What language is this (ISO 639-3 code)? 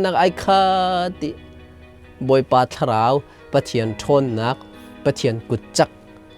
cnh